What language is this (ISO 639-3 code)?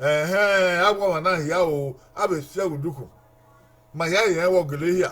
bin